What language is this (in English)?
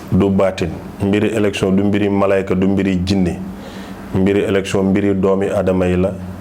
Wolof